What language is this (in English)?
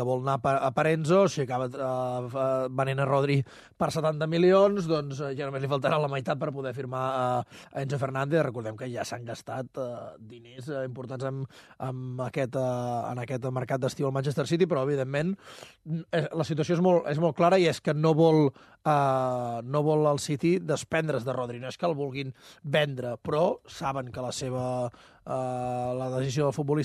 Catalan